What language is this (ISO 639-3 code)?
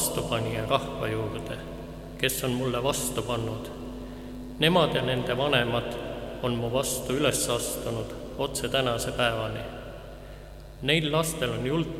est